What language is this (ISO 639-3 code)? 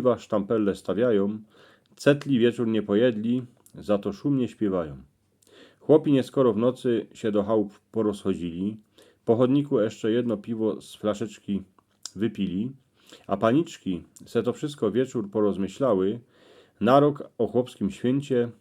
szl